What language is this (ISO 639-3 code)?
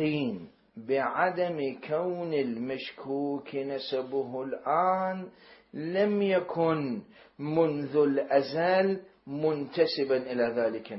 acm